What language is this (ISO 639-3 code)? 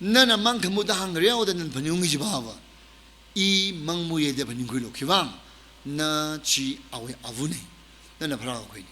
nmf